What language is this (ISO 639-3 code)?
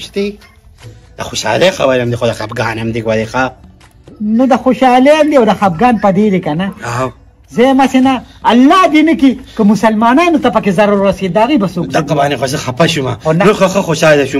pus